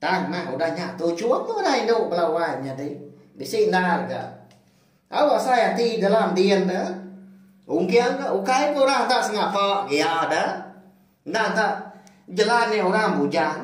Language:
Iban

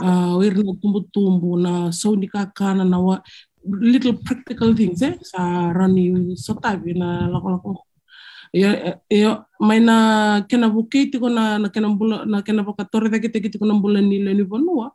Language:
Fijian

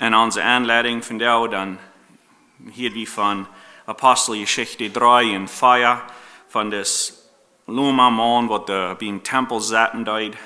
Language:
Plautdietsch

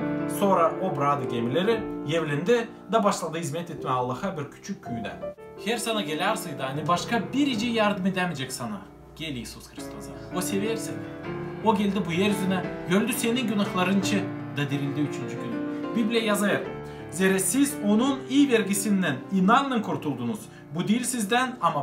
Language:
Gagauz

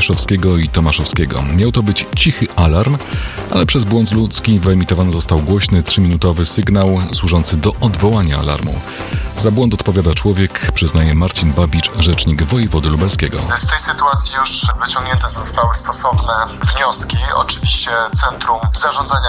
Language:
Polish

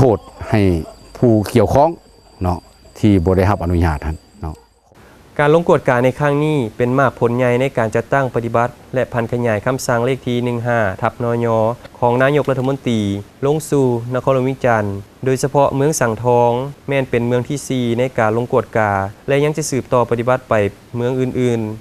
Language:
Lao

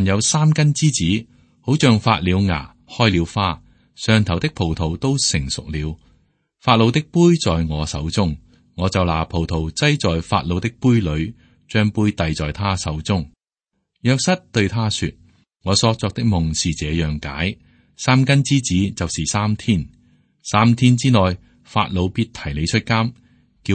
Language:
Cantonese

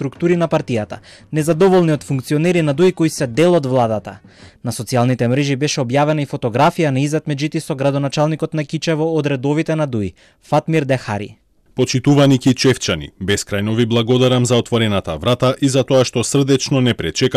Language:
Macedonian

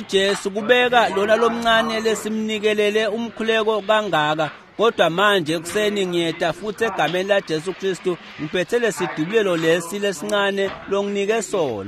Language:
Swati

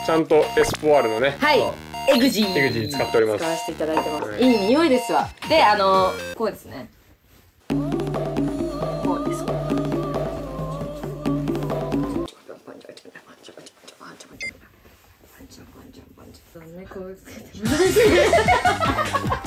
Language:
Japanese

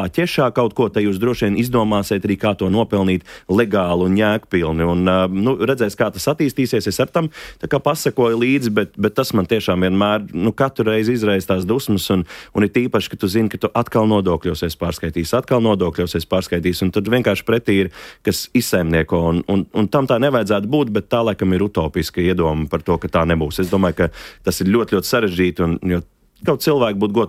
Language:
Latvian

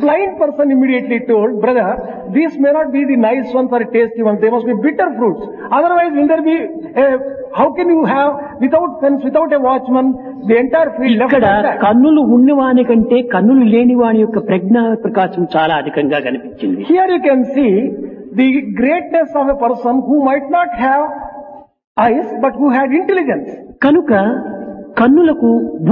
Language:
Telugu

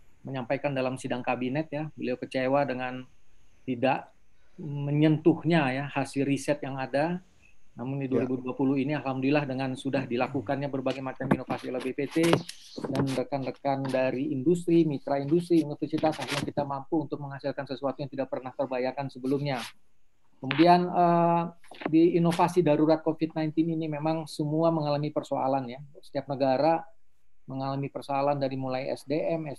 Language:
Indonesian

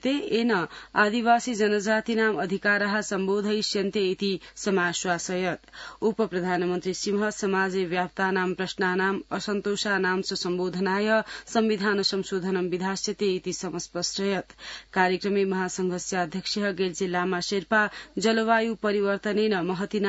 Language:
Sanskrit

